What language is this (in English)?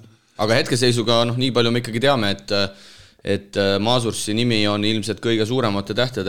Estonian